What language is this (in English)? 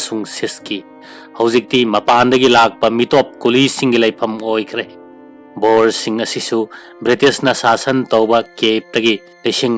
Manipuri